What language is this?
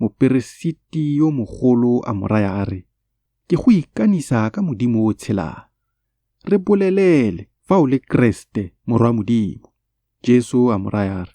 Tswana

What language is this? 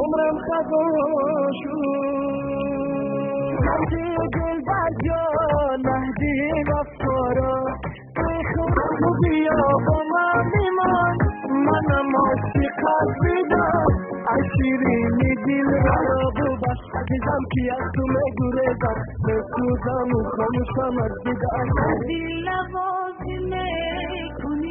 Tajik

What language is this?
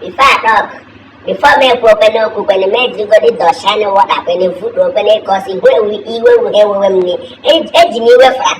Igbo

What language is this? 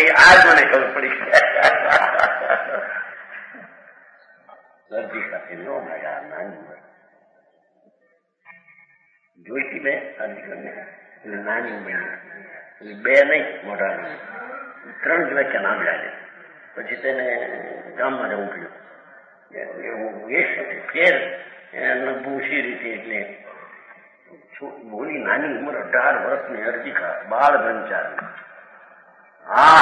Gujarati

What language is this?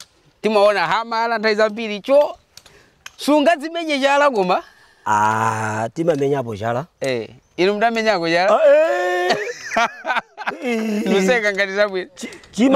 Nyanja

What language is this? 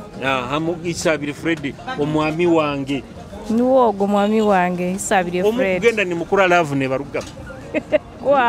Nyoro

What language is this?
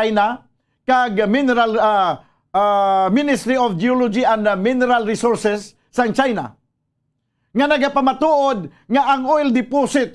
Hiligaynon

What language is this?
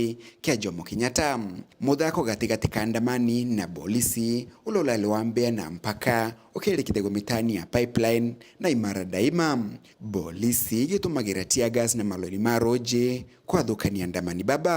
Meru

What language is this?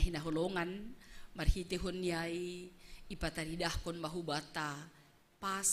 Batak Simalungun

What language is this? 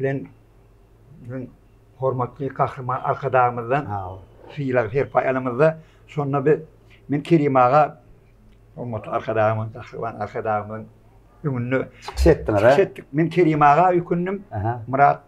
Turkmen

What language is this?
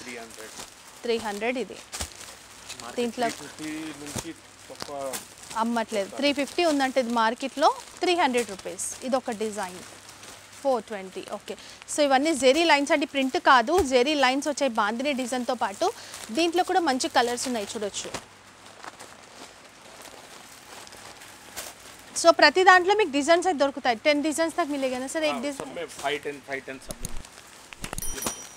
Telugu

